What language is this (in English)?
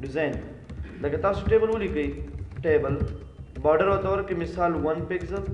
Pashto